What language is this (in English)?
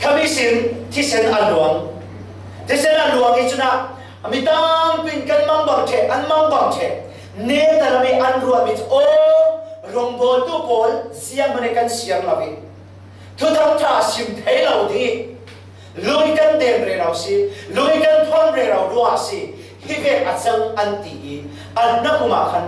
Falam Chin